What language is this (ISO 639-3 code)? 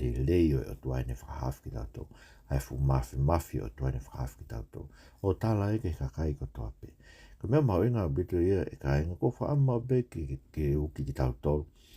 ton